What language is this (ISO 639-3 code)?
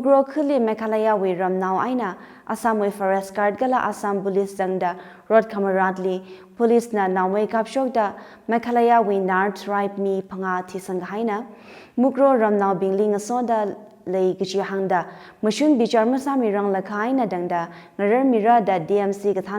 nmf